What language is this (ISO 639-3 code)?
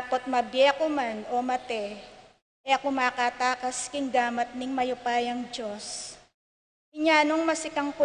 pam